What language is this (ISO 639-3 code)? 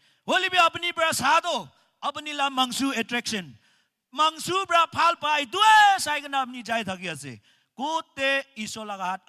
nag